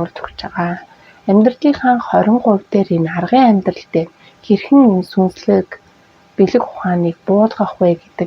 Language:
Mongolian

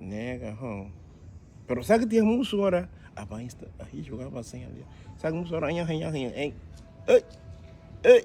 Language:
Garifuna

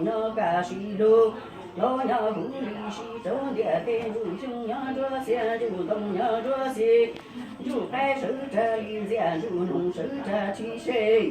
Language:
Hmong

